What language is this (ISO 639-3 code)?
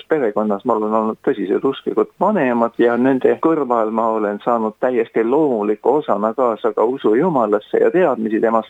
est